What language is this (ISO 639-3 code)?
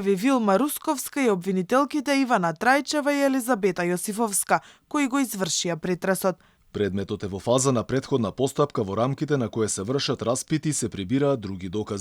mkd